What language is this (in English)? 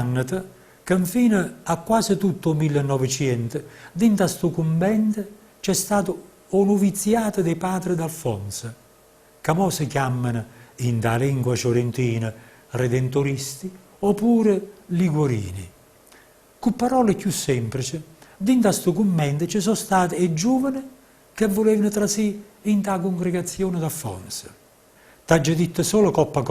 Neapolitan